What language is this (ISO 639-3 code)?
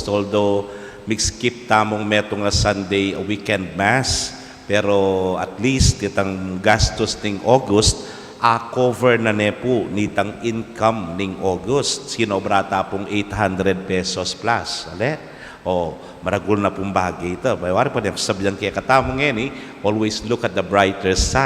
pam